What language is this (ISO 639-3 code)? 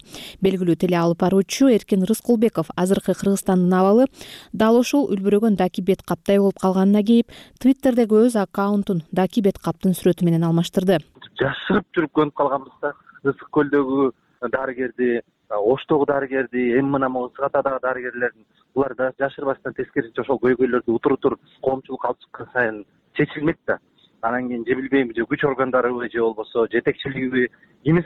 kir